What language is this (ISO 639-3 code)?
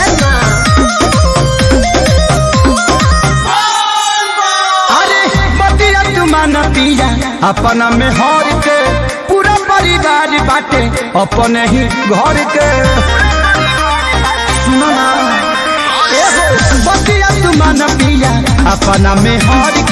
bho